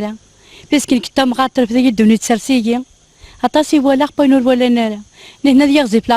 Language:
Kabyle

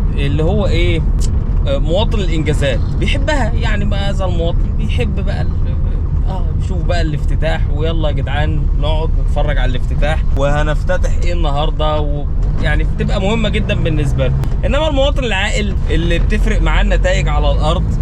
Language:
Egyptian Arabic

